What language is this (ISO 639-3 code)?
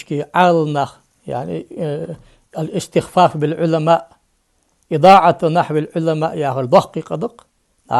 inh